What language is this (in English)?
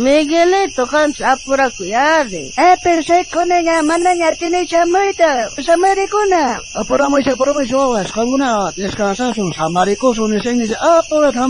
South Bolivian Quechua